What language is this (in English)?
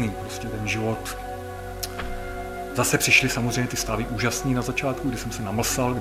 Czech